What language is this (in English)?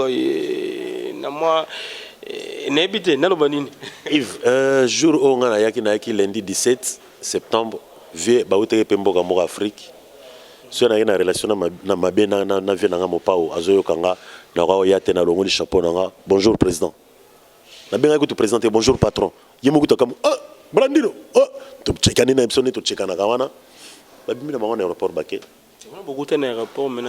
Lingala